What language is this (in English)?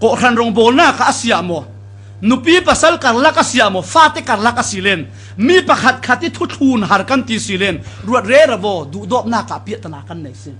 Falam Chin